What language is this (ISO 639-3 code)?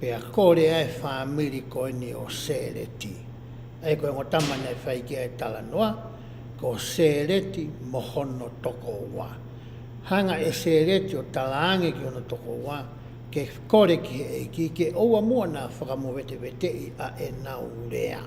ton